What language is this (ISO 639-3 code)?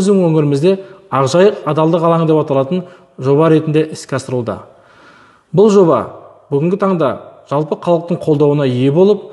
kaz